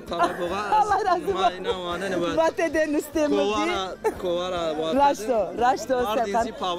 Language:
Zaza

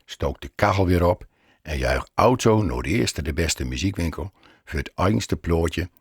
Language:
Gronings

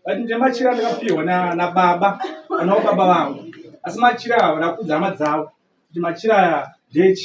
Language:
Shona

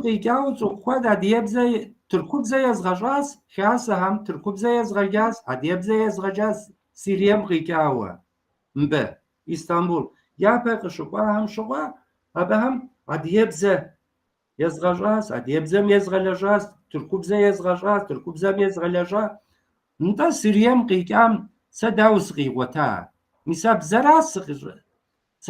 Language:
Kabardian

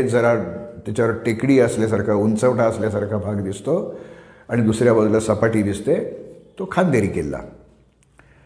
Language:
Marathi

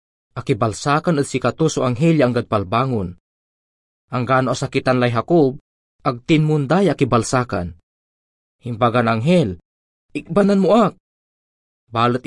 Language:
Pangasinan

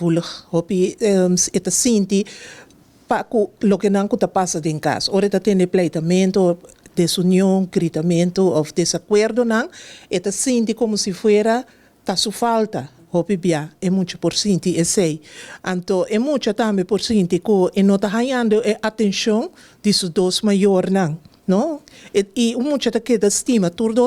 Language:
Papiamento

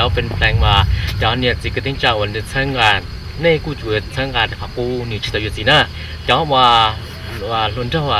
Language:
Hmong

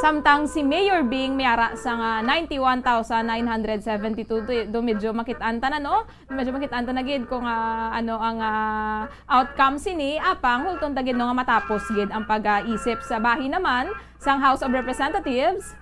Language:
Hiligaynon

